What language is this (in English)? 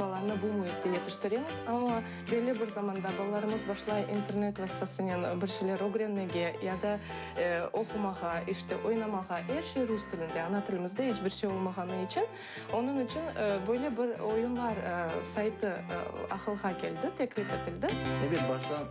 Crimean Tatar